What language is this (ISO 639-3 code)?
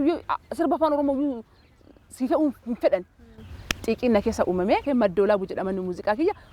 orm